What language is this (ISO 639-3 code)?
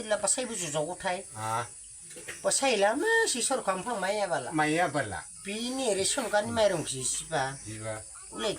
dis